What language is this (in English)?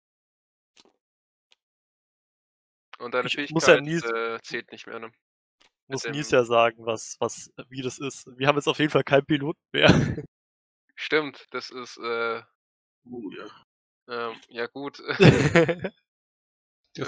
German